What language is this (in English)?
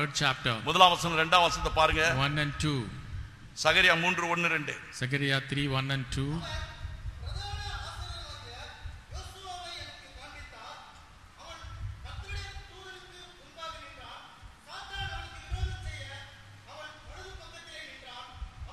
Tamil